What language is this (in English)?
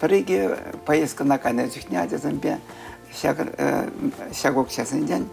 Chuvash